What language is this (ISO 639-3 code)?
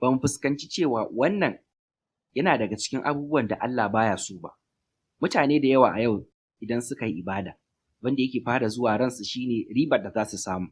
hau